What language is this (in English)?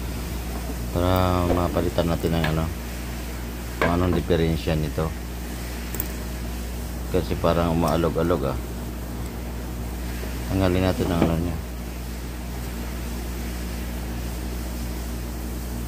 Filipino